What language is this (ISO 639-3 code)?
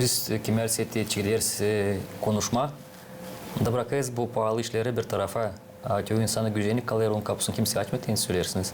gag